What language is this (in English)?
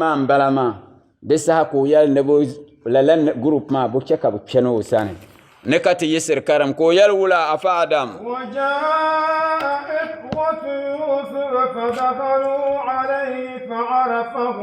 Dagbani